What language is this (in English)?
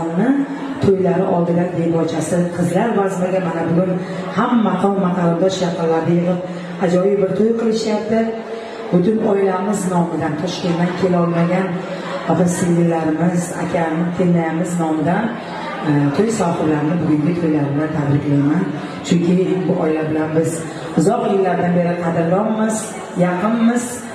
Uzbek